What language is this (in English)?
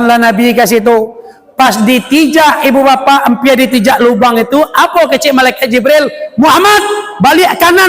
Minangkabau